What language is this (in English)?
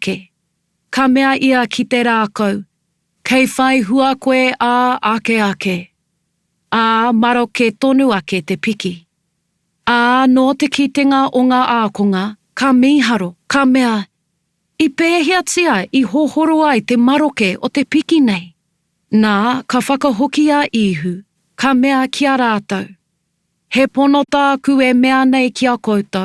Māori